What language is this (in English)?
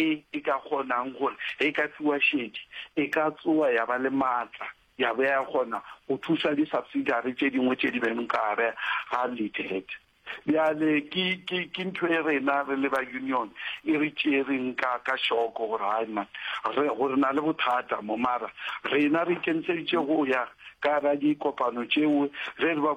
Northern Sotho